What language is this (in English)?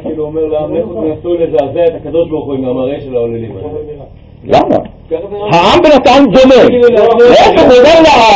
Hebrew